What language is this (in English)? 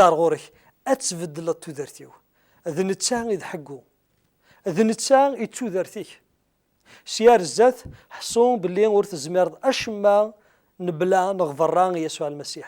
Kabyle